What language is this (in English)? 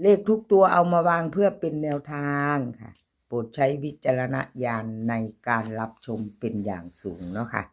Northeastern Thai